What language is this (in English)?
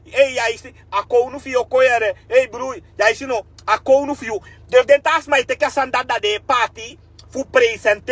Sranan Tongo